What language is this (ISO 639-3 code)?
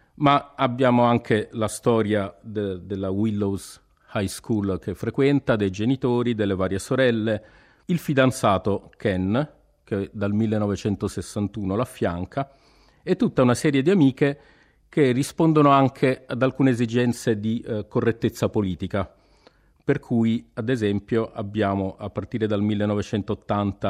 ita